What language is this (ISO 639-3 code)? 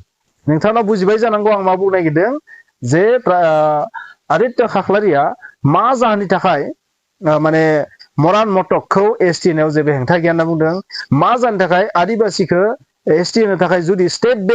brx